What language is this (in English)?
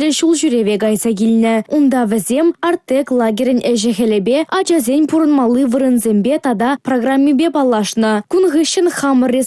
Chuvash